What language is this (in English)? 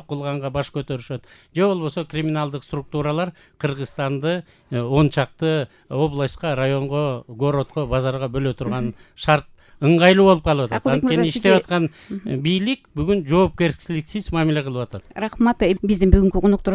Kyrgyz